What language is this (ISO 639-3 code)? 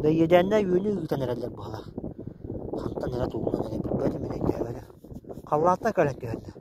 sah